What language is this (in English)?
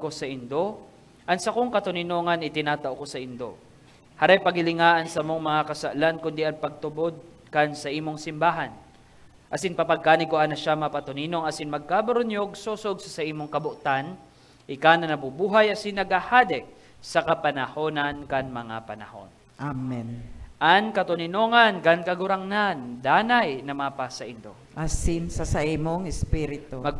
Bikol